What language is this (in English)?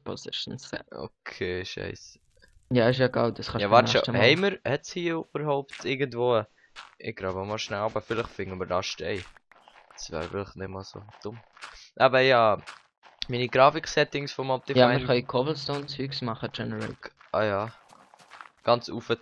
Swiss German